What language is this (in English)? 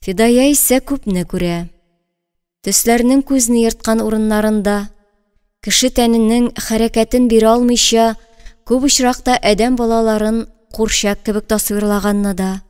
Tatar